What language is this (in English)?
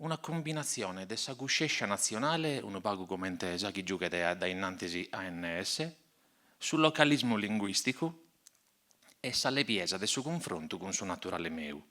Sardinian